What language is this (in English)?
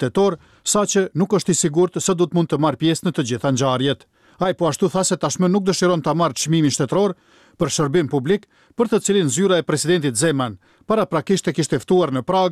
Albanian